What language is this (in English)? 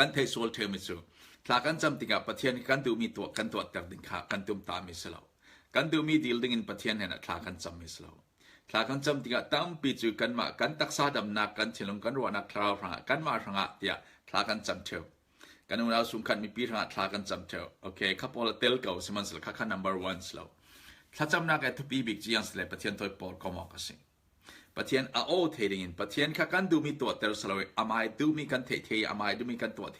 Falam Chin